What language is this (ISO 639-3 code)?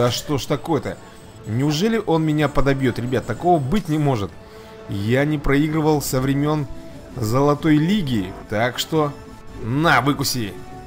rus